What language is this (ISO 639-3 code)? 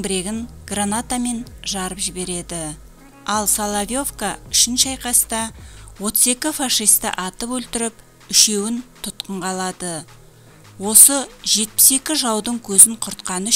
kaz